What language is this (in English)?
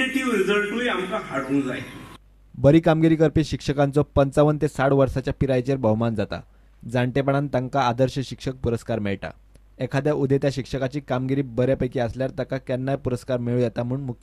Konkani